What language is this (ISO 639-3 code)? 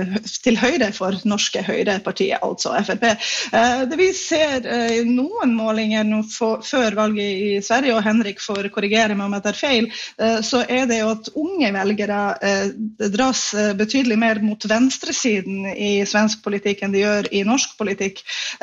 nor